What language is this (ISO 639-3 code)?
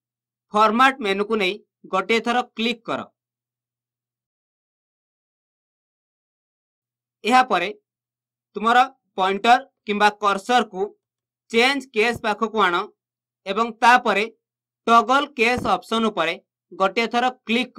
ori